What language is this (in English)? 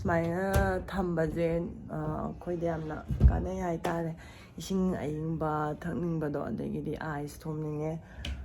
Manipuri